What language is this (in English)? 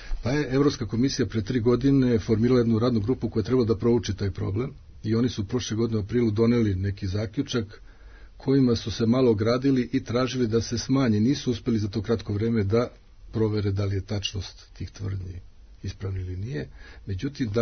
Serbian